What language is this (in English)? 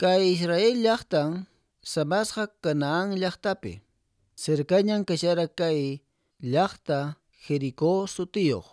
Quechua